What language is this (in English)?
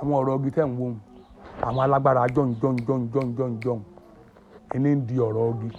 Yoruba